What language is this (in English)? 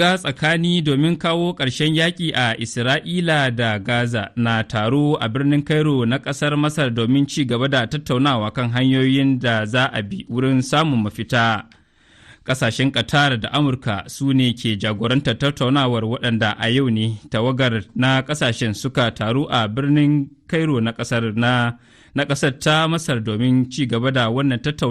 Hausa